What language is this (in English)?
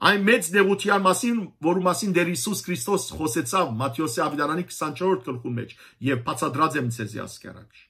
Western Armenian